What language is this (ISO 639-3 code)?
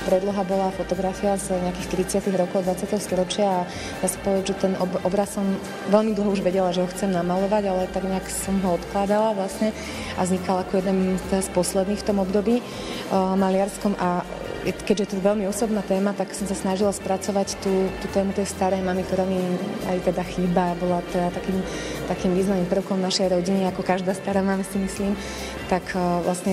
slk